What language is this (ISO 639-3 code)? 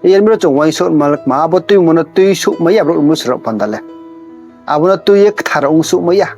ria